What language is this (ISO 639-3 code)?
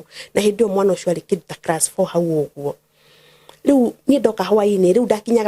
kik